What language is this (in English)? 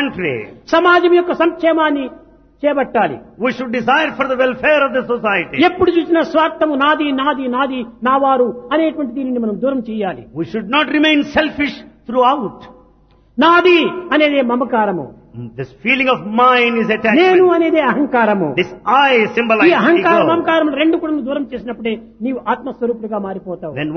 Telugu